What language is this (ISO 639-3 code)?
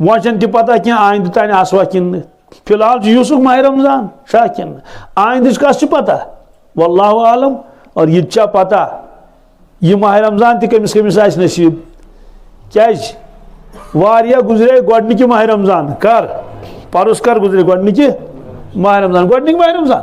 kas